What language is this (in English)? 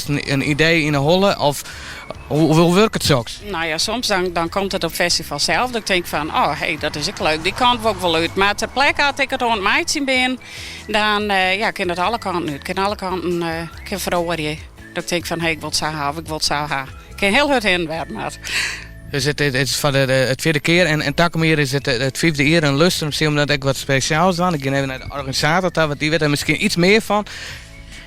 Western Frisian